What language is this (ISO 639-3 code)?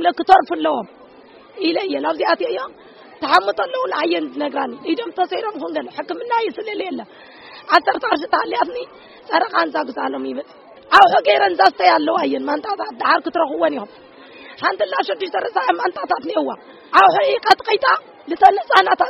tir